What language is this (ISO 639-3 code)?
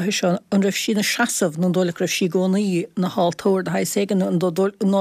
gle